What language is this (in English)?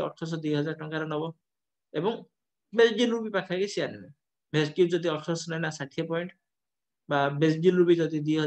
Odia